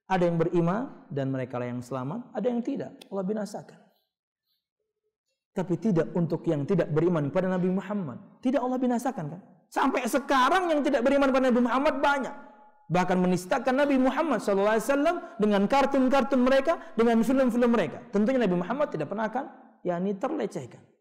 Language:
Indonesian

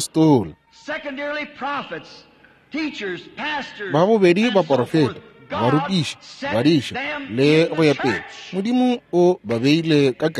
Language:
Northern Sotho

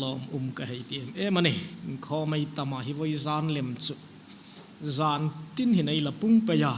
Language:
Hmar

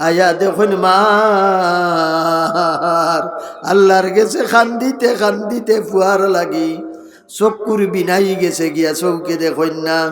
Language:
Sylheti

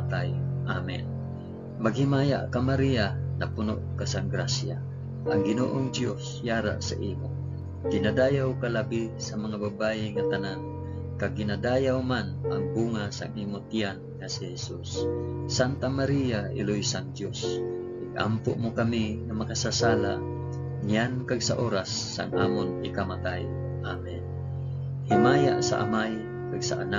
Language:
Hiligaynon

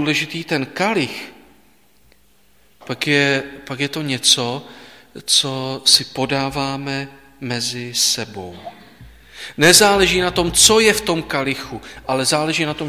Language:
Czech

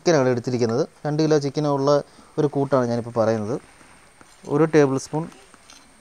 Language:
Malayalam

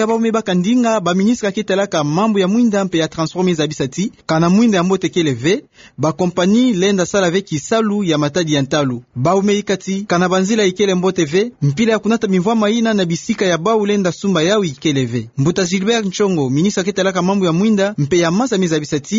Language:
Kituba (Democratic Republic of Congo)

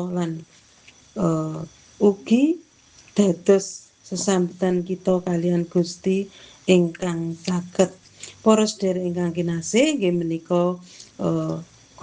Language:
Javanese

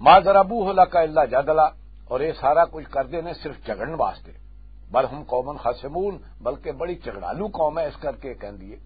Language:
Western Panjabi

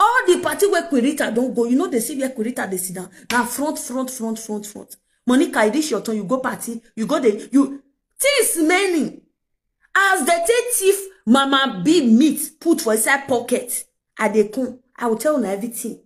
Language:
Nigerian Pidgin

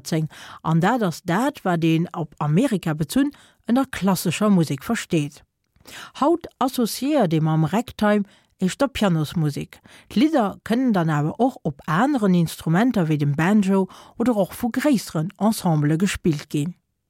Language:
Luxembourgish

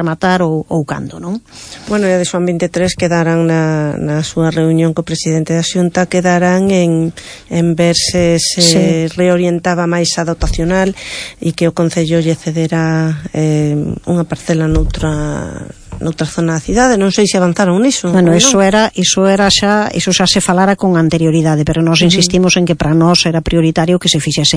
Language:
Galician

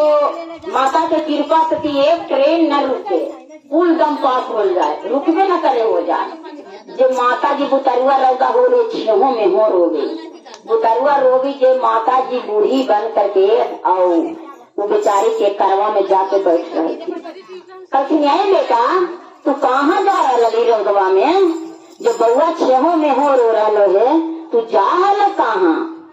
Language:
Magahi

